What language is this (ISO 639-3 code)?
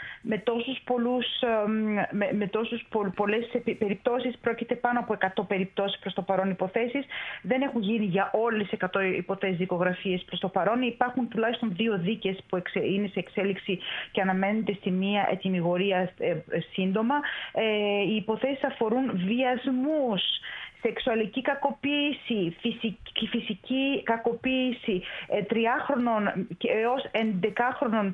ell